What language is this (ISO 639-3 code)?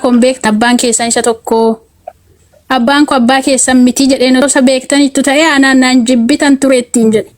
orm